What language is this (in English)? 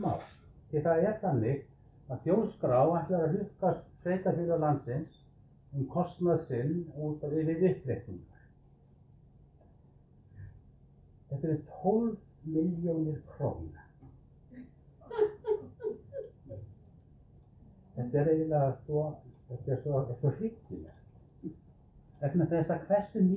Icelandic